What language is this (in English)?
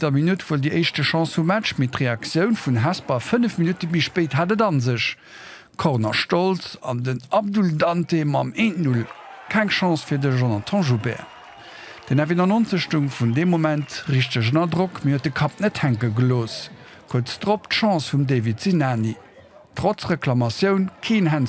Luxembourgish